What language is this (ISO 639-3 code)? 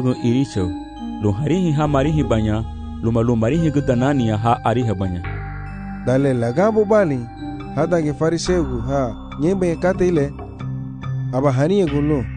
cab